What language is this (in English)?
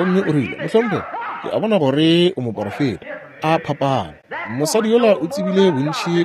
Northern Sotho